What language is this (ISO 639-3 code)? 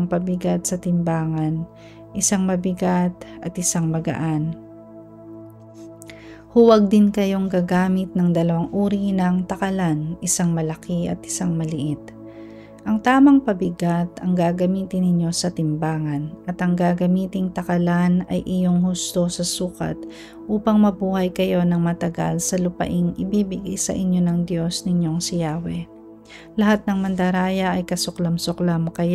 fil